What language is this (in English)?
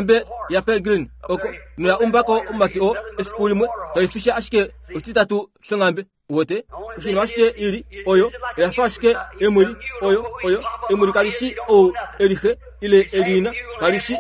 Kuanyama